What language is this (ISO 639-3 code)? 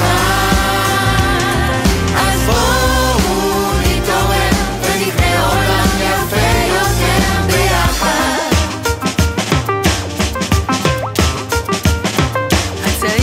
heb